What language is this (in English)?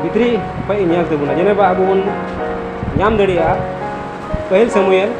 Santali